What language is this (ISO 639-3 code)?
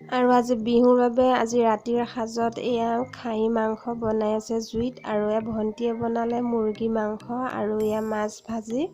asm